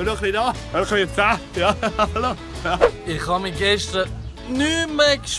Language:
Swiss German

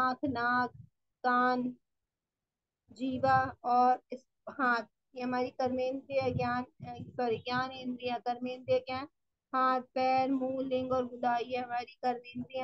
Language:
Hindi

